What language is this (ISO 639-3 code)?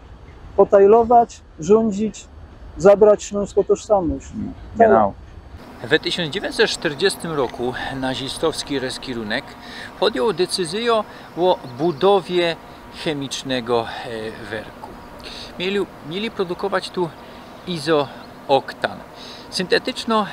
szl